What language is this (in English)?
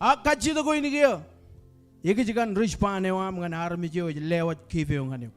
Marshallese